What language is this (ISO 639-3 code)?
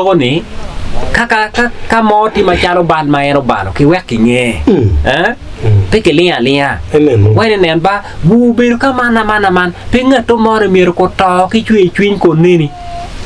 ach